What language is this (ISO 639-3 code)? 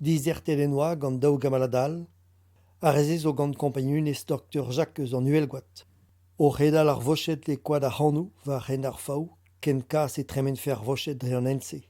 bre